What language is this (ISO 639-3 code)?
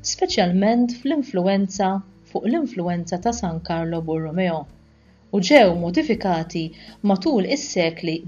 mlt